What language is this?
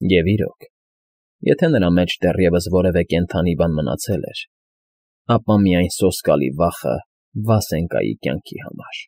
Armenian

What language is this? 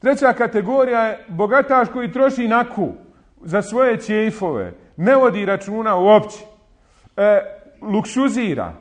Bosnian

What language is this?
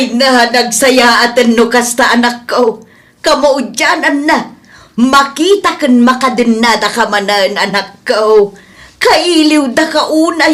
Iloko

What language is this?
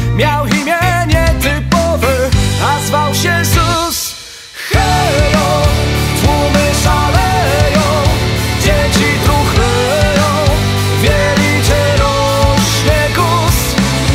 Polish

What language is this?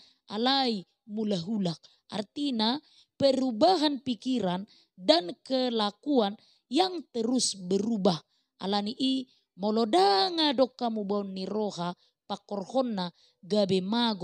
Batak Toba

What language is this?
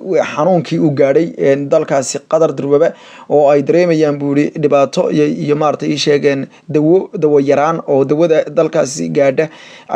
Somali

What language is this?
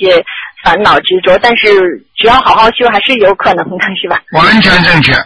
Chinese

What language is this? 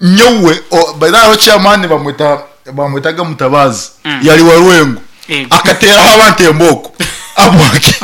Nyankole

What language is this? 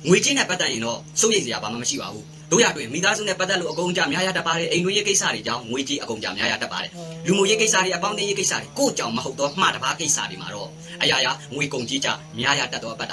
Burmese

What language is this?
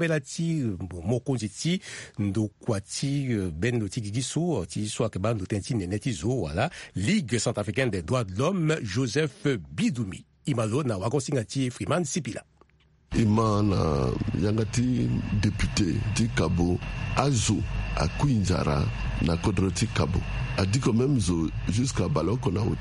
Sango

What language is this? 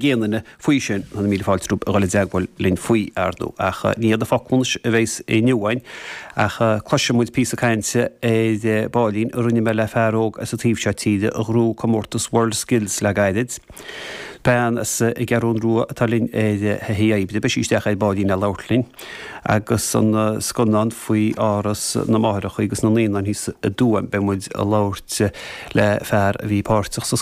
Irish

